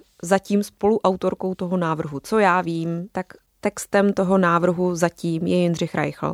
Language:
Czech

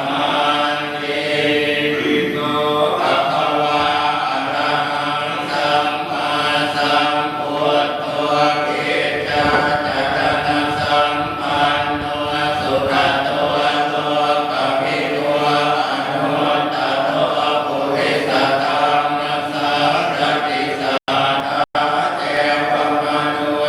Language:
Pali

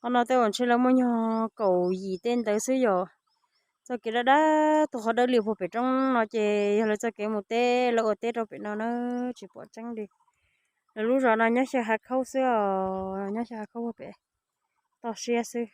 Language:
Hmong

